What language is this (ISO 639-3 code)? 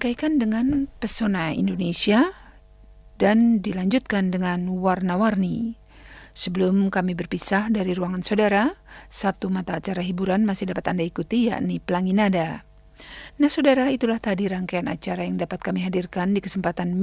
ind